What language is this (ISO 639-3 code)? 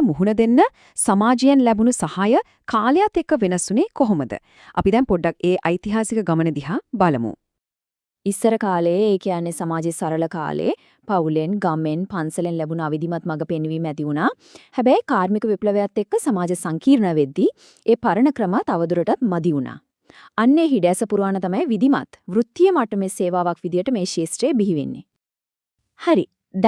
sin